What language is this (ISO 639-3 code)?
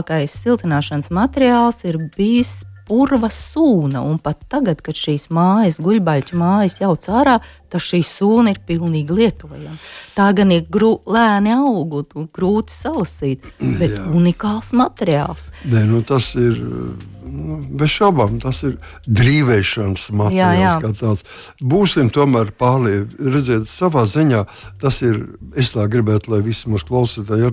lav